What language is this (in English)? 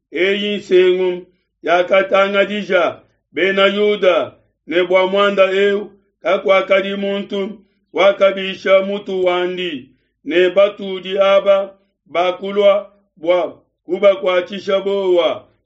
Luba-Lulua